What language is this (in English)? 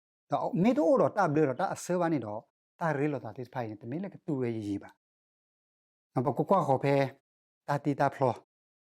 S'gaw Karen